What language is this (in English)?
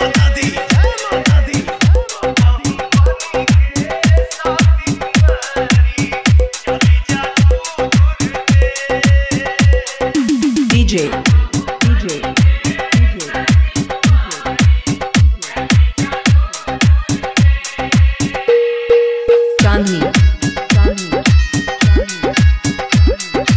Bhojpuri